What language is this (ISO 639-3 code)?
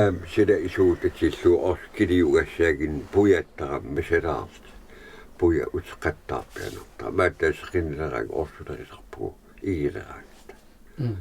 kal